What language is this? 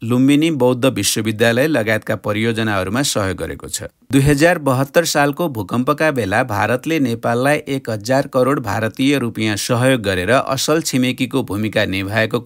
Nepali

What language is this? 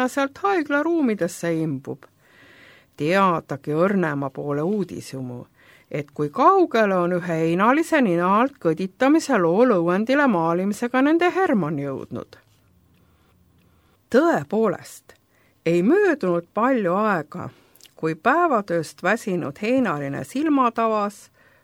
Estonian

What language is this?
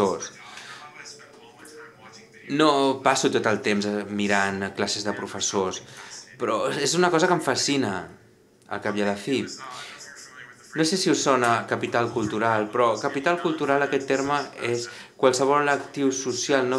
Catalan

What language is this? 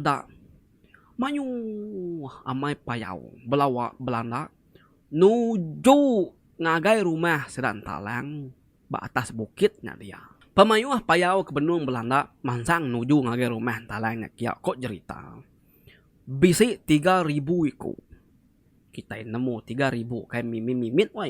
Iban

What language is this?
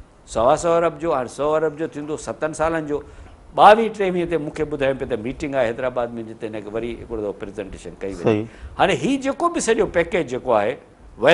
Sindhi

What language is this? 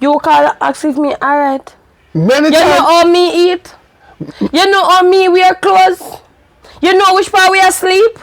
Jamaican Creole English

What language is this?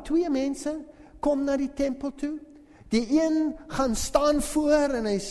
Afrikaans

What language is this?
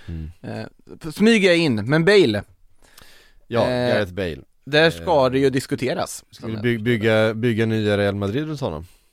Swedish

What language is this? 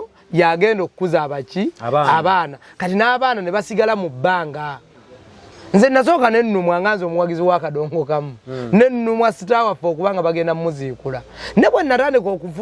Ganda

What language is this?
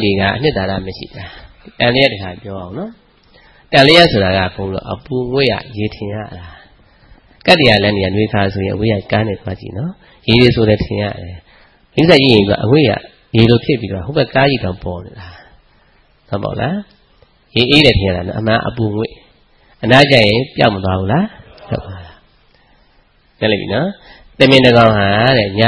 Burmese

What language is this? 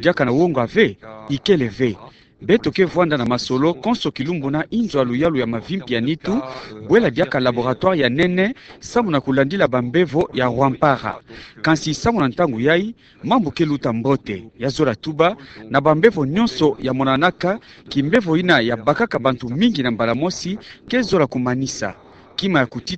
Kituba (Democratic Republic of Congo)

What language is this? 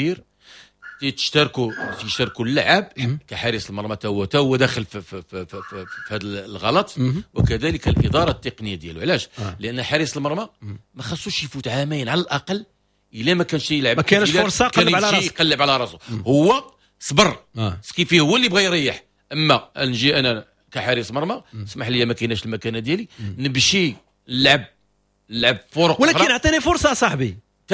Moroccan Arabic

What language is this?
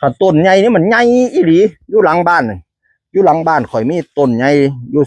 Northeastern Thai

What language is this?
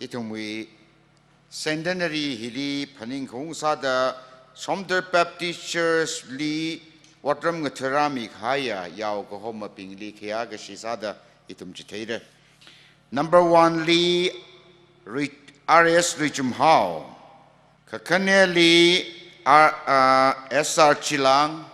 Tangkhul Naga (India)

